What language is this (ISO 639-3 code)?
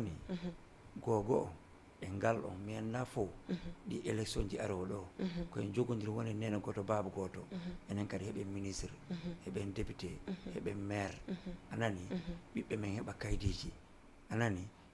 ful